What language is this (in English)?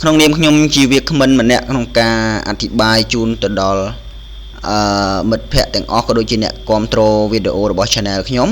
Khmer